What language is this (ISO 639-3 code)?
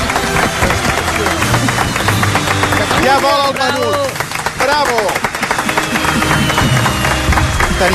cat